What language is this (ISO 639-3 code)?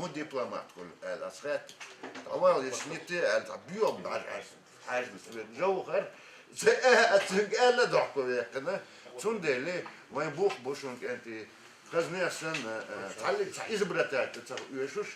che